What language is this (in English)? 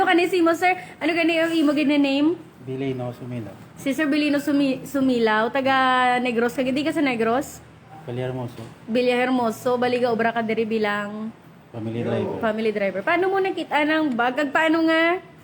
Hiligaynon